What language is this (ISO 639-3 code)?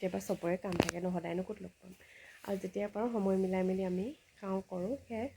asm